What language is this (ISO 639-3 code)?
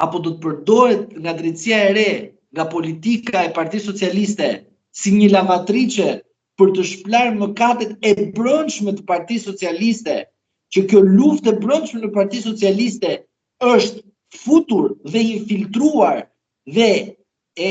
sqi